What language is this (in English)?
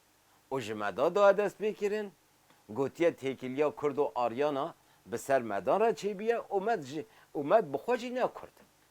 Kurdish